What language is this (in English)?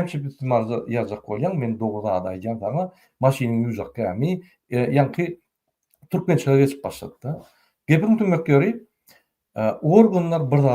Turkmen